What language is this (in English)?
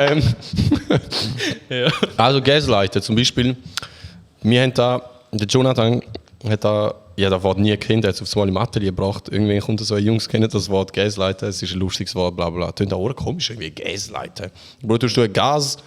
Swiss German